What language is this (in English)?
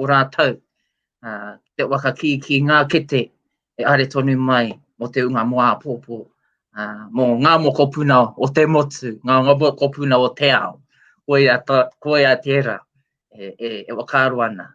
Māori